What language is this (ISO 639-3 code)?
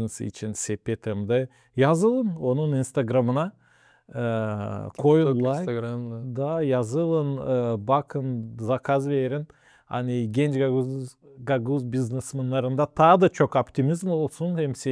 gag